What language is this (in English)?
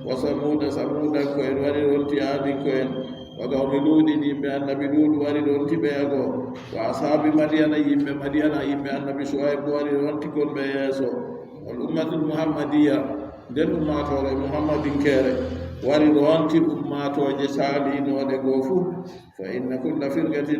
Adamawa Fulfulde